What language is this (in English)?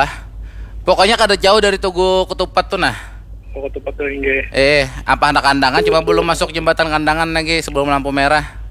Banjar